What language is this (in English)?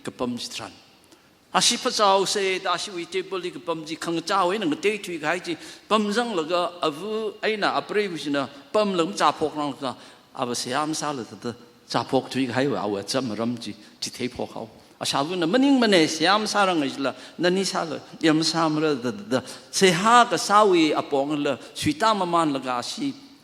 Tangkhul Naga (India)